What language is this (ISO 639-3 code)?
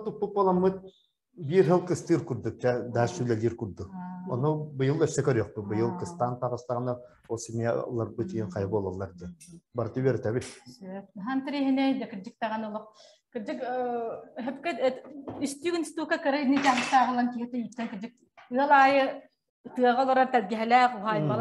sah